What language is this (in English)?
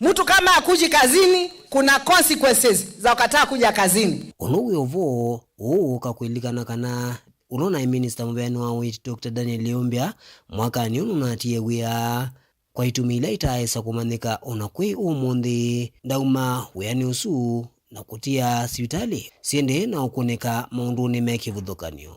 Kamba